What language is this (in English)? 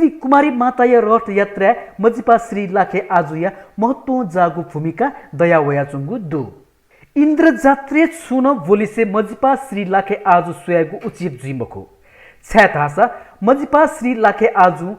Newari